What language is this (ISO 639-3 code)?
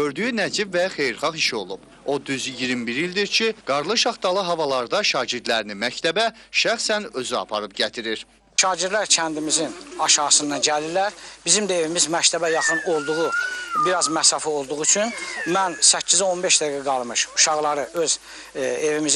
aze